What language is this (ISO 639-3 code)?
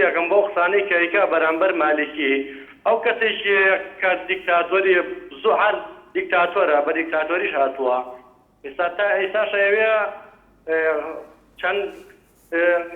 ckb